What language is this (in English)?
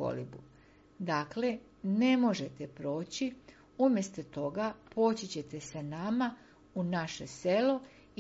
Serbian